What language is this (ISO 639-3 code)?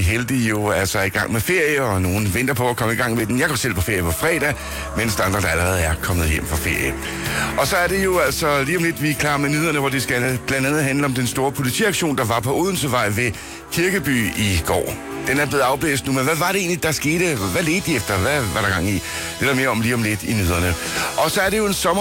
dan